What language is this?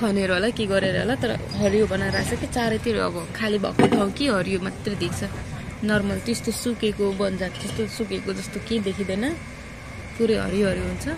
Nepali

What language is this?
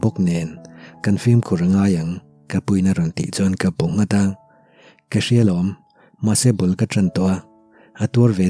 Mizo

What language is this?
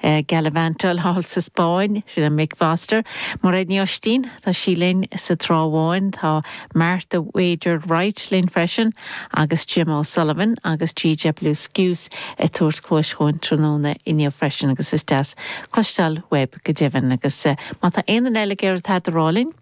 Irish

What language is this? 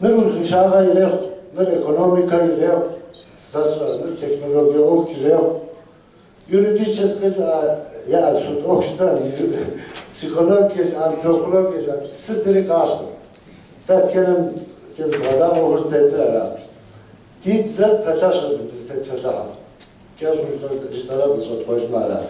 Kabardian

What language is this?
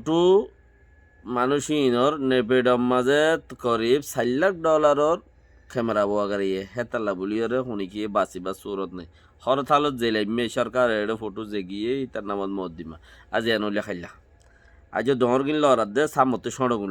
Rohingya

